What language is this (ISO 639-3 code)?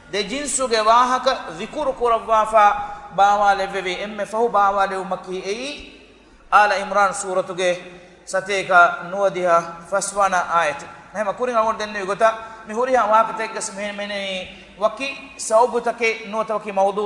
div